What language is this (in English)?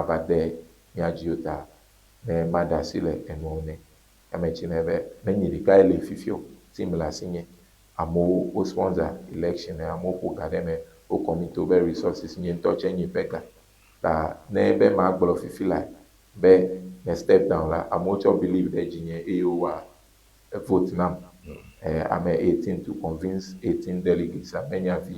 Ewe